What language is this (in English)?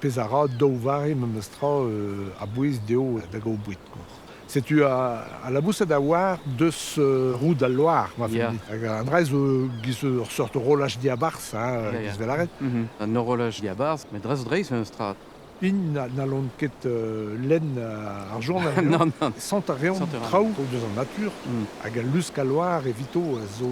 Breton